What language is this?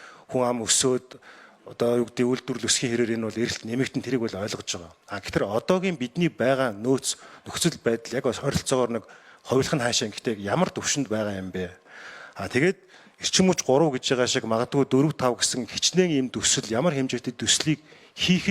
Mongolian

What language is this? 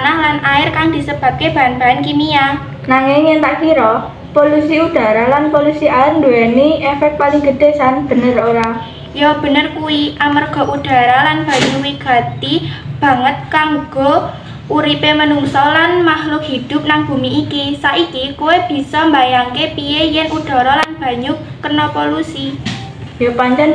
Javanese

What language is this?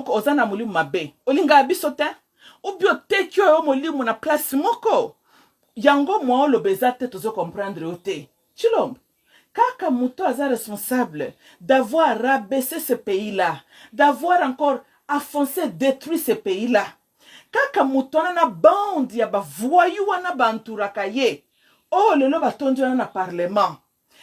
Lingala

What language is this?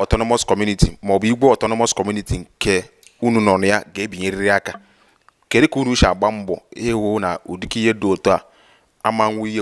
Igbo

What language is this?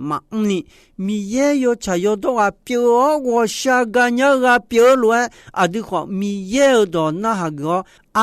Akha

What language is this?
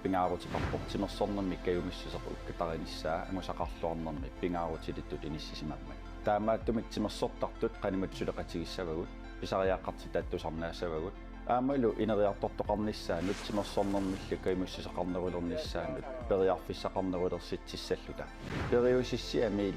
Kalaallisut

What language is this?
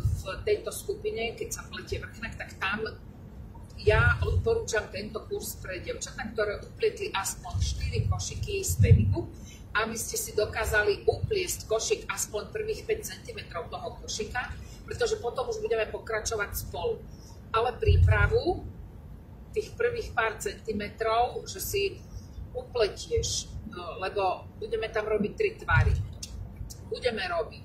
Slovak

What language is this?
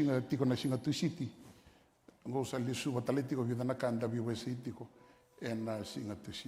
Fijian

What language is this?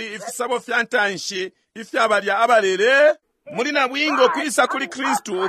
Bemba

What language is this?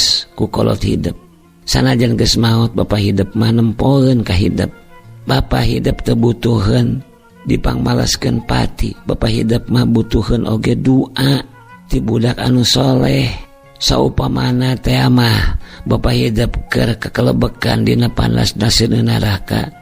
Sundanese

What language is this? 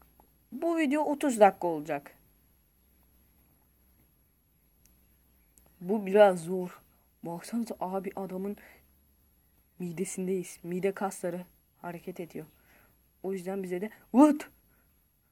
Turkish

